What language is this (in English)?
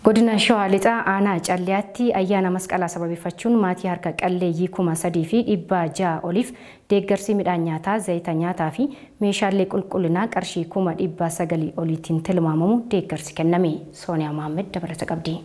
Oromo